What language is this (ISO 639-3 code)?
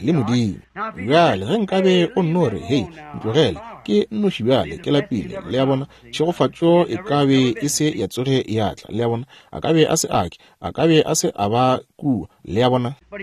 nso